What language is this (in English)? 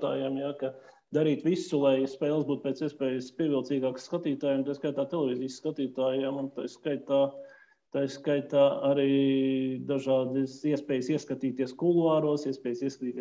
Latvian